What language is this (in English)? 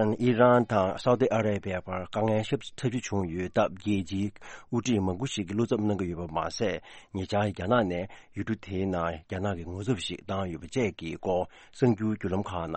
Tibetan